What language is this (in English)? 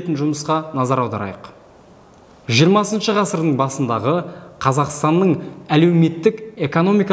Kazakh